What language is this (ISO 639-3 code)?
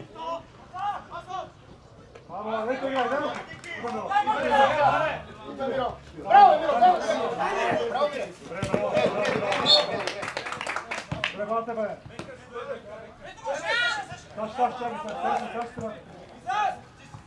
bul